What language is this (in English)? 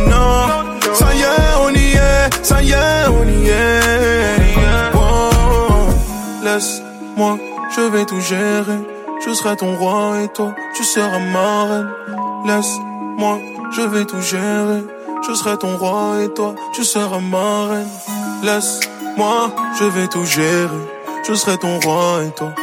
French